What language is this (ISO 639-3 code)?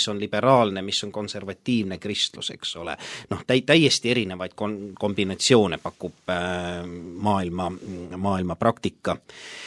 est